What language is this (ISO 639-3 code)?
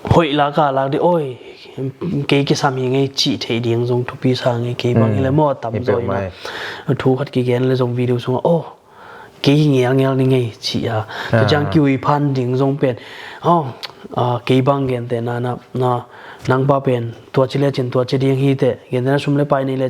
ctd